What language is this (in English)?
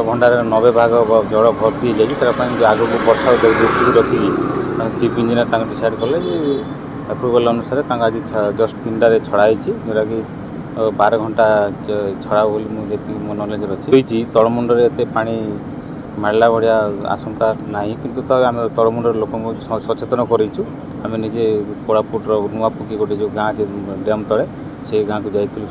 Odia